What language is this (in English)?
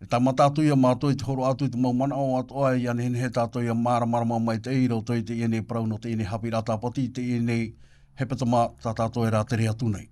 Tahitian